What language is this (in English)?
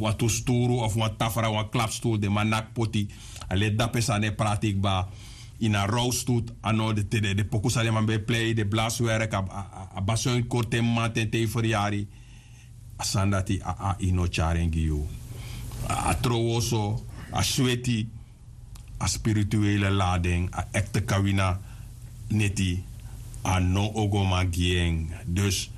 Sranan Tongo